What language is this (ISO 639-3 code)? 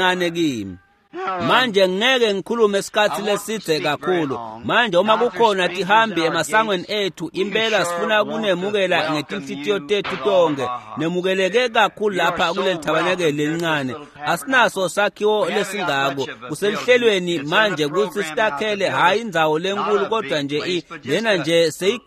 ssw